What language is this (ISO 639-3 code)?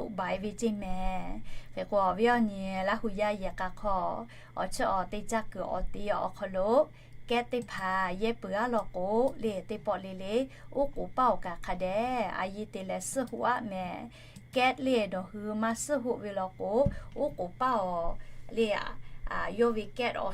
lhu